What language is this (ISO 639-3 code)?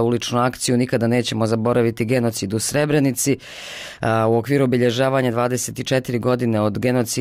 bos